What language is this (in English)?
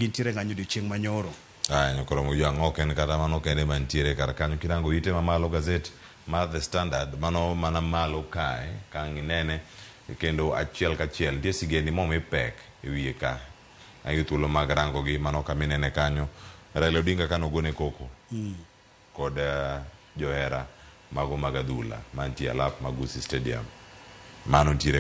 Luo (Kenya and Tanzania)